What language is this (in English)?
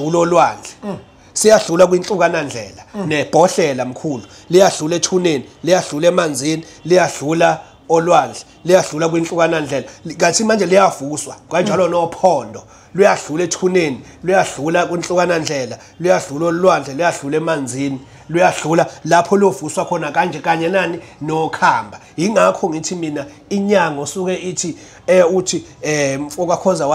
Zulu